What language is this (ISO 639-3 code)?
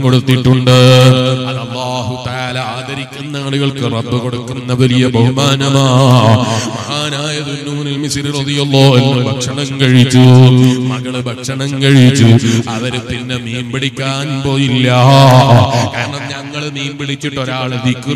mal